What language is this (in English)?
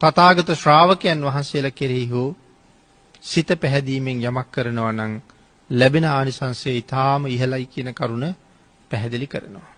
Sinhala